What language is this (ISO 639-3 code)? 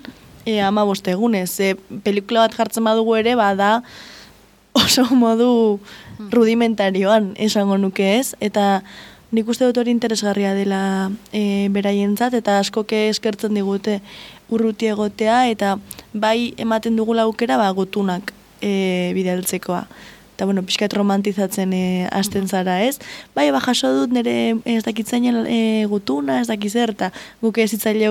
eus